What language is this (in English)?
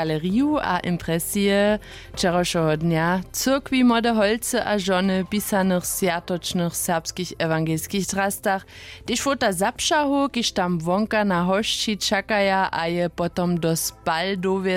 Upper Sorbian